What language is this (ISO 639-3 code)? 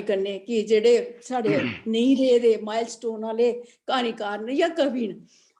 doi